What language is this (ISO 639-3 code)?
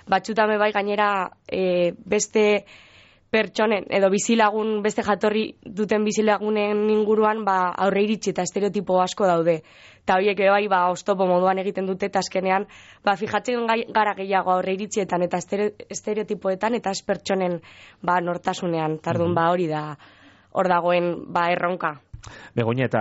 eus